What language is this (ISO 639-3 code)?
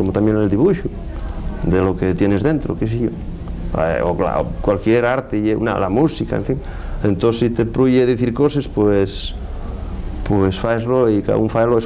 ast